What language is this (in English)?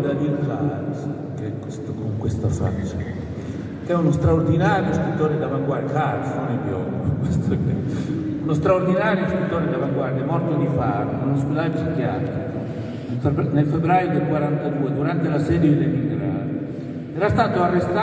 Italian